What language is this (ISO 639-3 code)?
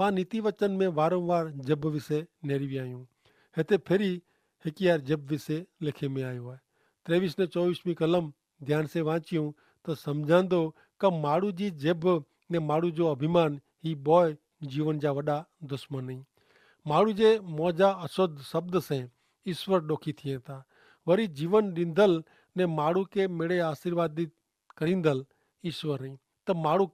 kfr